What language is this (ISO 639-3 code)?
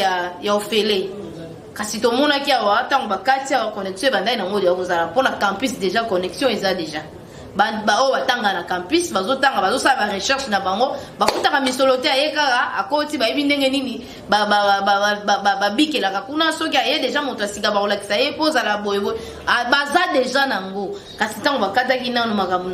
lin